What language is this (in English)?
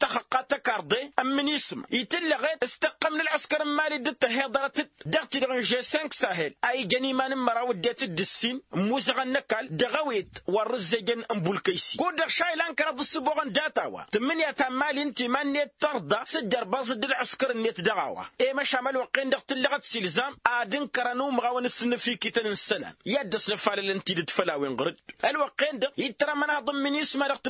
Tamasheq